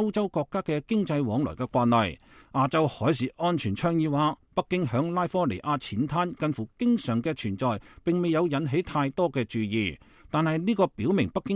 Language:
Cantonese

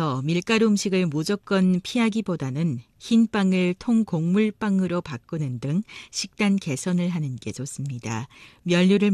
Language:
Korean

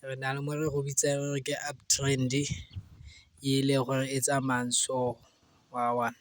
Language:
Tswana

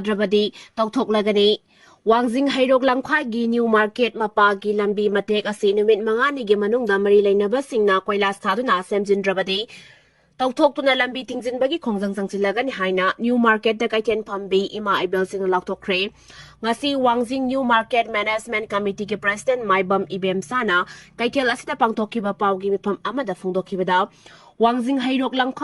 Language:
Manipuri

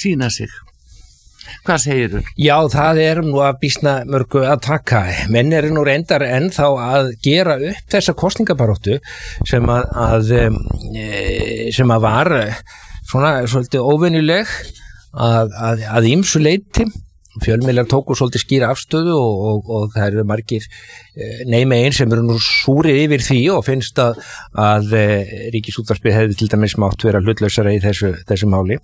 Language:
Icelandic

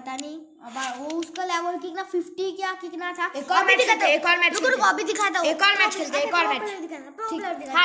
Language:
Hindi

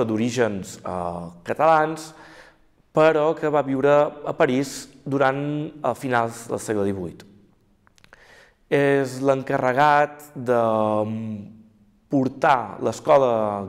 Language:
Catalan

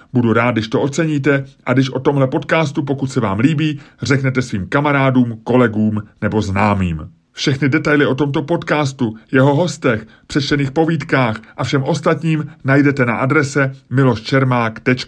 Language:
Czech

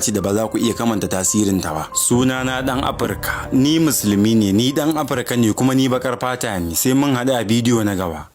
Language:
Hausa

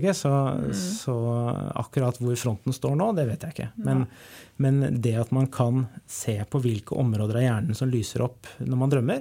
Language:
Norwegian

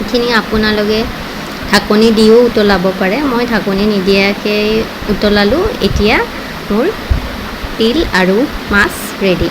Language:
Assamese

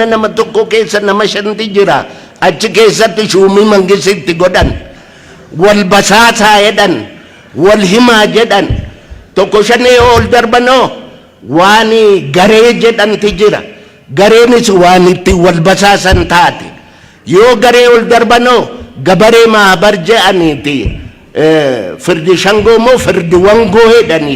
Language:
Oromo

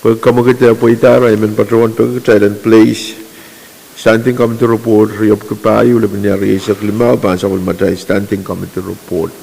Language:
Pohnpeian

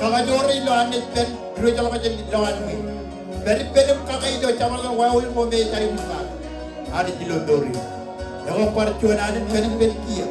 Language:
Marshallese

